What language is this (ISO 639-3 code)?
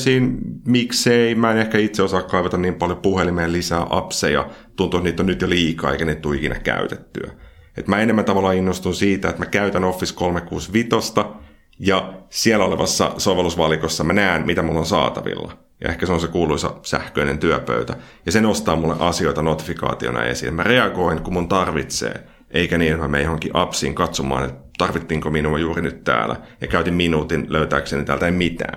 fin